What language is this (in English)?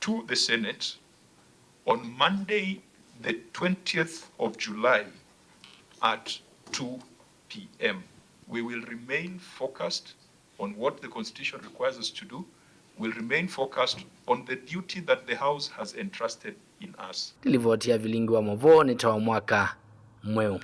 Kamba